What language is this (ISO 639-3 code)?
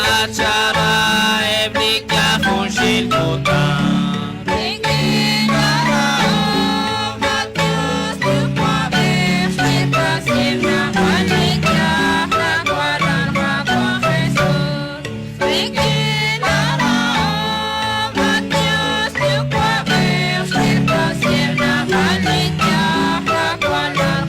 kek